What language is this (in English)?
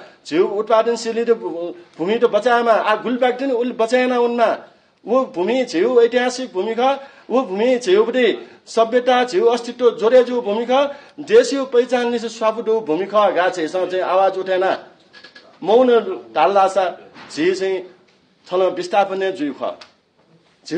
Newari